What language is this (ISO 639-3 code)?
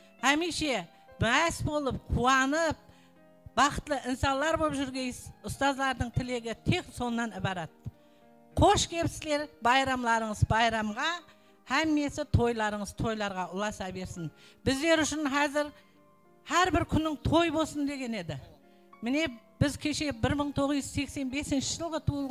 kaa